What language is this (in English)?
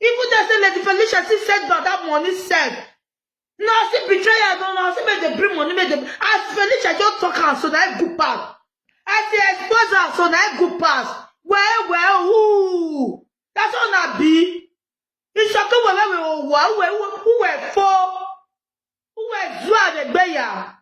Nigerian Pidgin